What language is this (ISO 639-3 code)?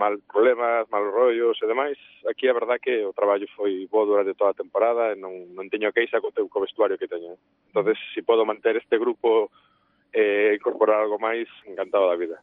glg